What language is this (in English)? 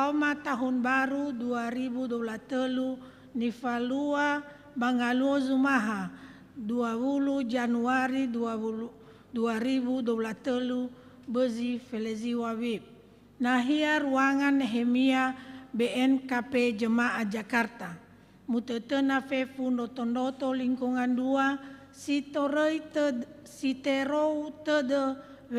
Nias